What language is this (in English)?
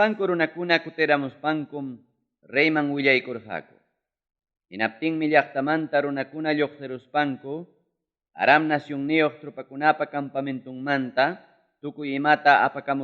Ayacucho Quechua